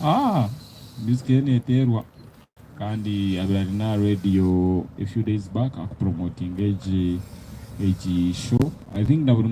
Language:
Nyankole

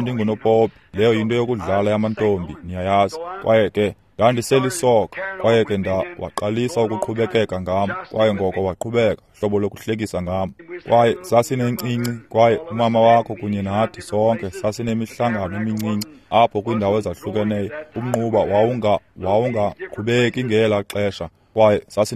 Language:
Xhosa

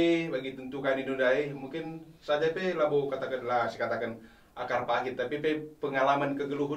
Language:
Batak Karo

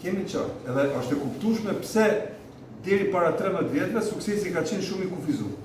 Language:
Albanian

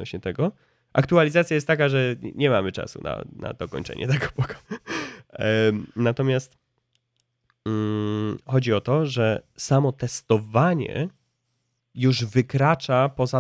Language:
Polish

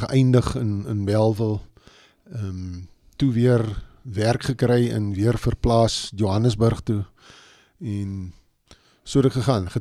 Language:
Afrikaans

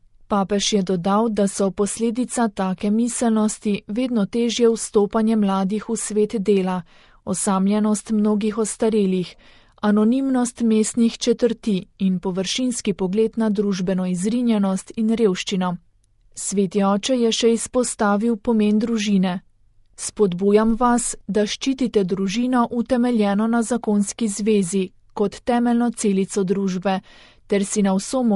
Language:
Slovenian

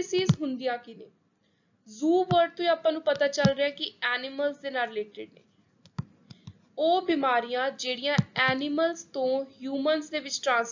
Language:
Punjabi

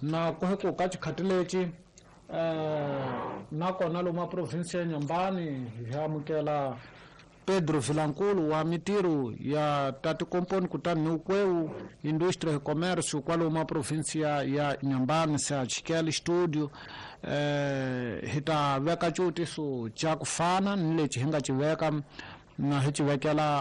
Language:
Tsonga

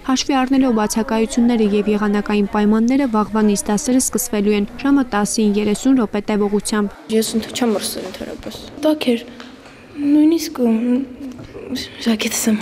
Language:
Armenian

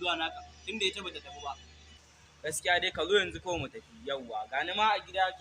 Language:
Hausa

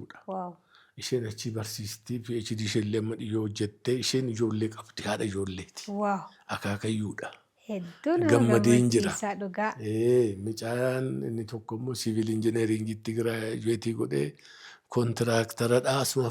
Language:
Oromo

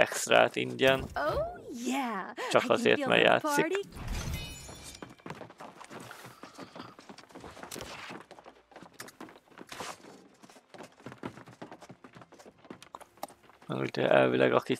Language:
Hungarian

